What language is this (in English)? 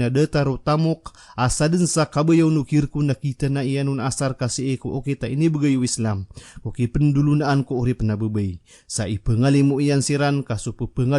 Maranao